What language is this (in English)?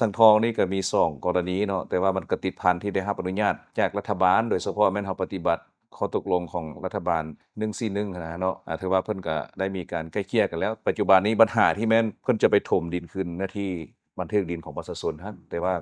Lao